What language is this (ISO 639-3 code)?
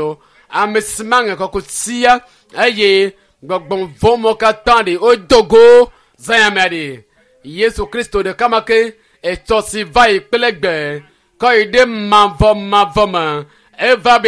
ewe